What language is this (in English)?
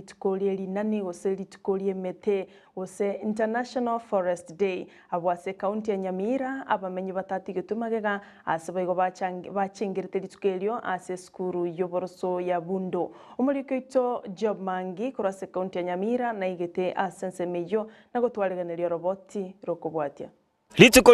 Gusii